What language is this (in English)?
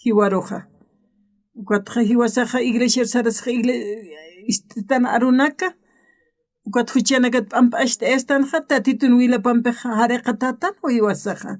Aymara